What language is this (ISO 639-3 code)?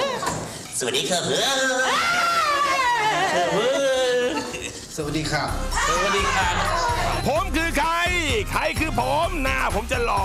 tha